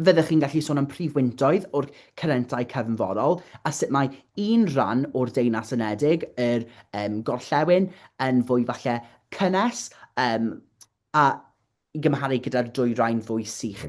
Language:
Welsh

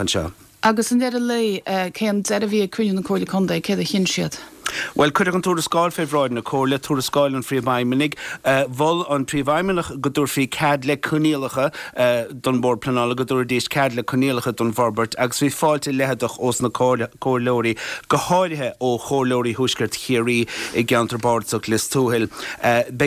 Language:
Irish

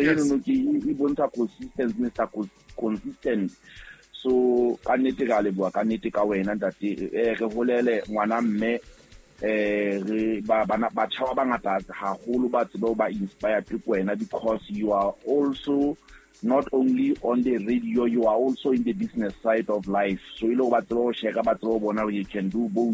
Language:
Southern Sotho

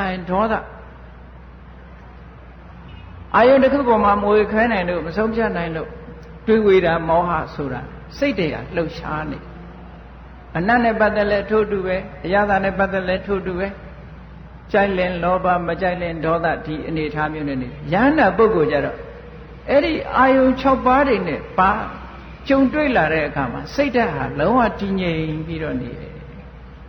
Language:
Burmese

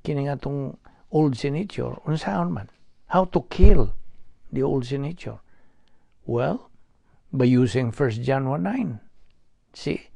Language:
Cebuano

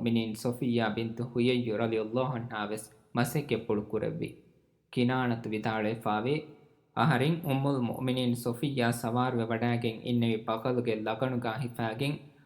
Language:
Divehi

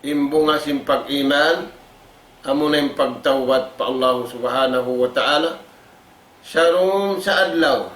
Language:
Tausug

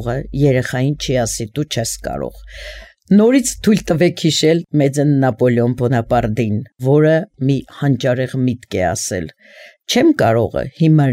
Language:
Armenian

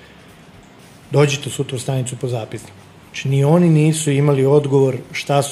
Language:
Serbian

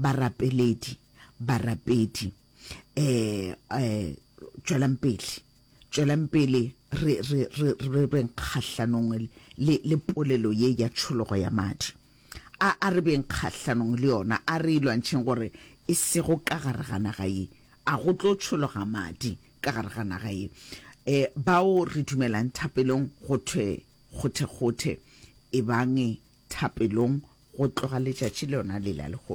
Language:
Northern Sotho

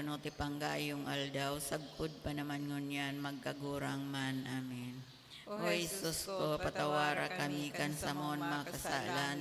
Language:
Bikol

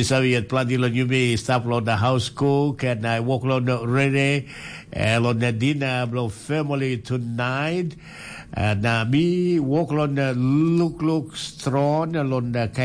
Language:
Tok Pisin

